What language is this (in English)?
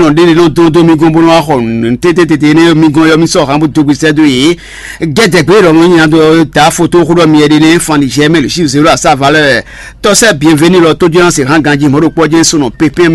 Fon